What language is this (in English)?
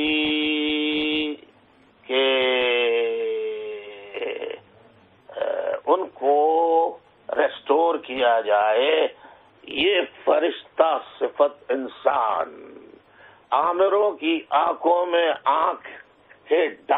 Urdu